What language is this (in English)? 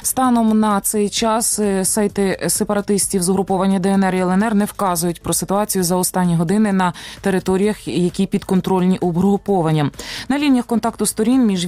Ukrainian